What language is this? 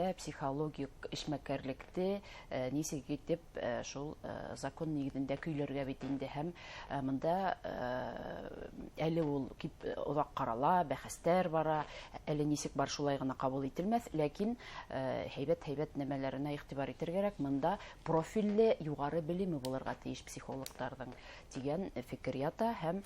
Bashkir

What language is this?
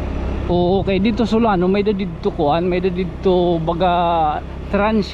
Waray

